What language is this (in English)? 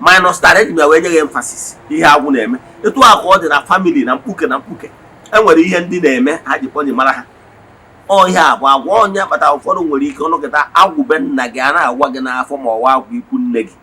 Igbo